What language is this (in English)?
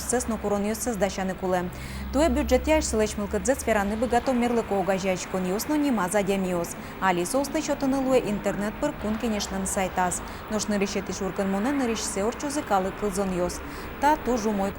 Udmurt